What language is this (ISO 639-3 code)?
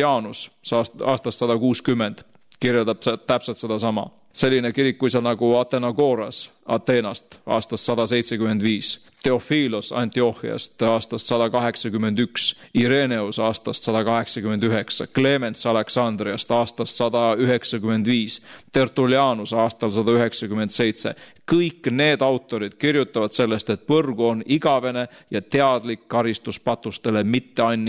est